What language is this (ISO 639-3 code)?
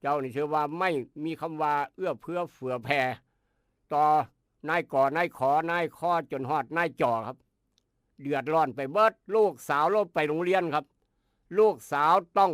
tts